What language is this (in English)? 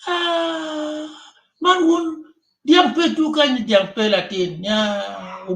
Acoli